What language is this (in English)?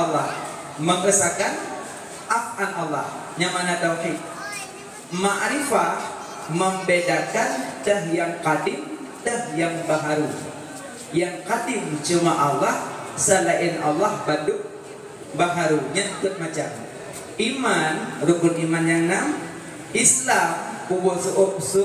Achinese